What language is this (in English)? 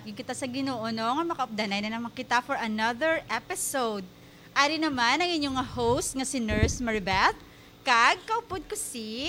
Hiligaynon